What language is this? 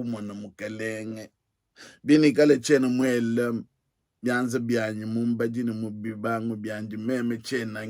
Luba-Lulua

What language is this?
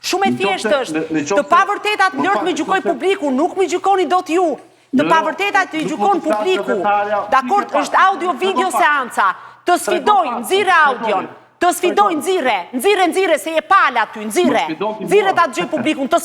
Albanian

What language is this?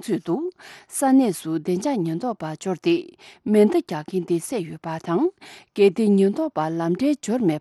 Tibetan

